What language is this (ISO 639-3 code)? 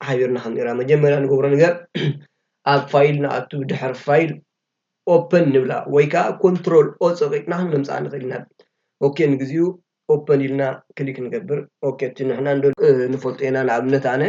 tir